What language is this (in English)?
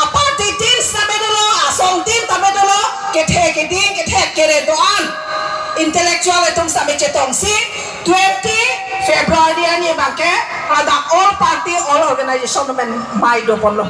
Karbi